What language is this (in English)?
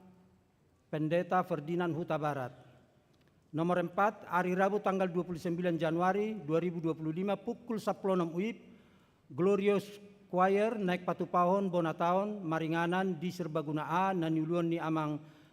Batak Toba